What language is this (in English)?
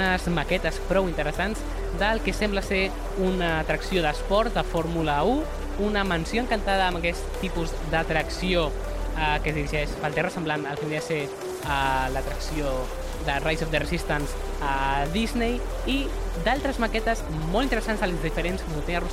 Catalan